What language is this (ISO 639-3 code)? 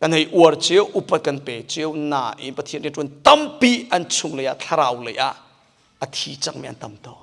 cnh